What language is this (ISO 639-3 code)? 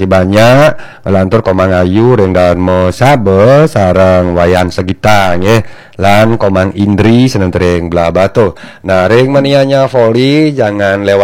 ban